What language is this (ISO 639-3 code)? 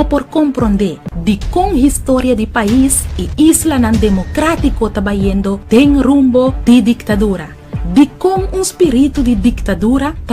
pap